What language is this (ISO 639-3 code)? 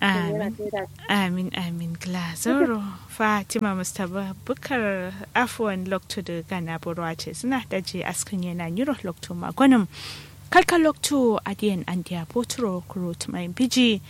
kau